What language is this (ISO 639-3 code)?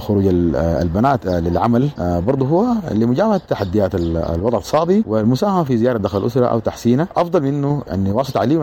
apd